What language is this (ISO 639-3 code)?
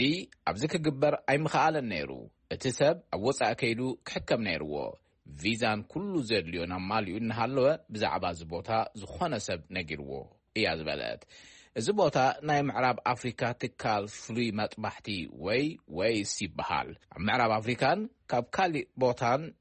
tir